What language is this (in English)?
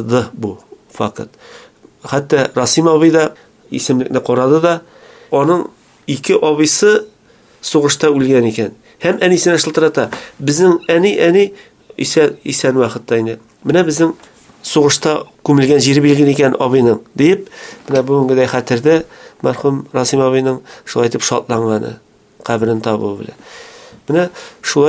Tatar